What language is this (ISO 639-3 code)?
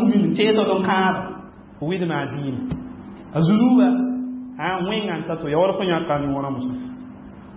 mos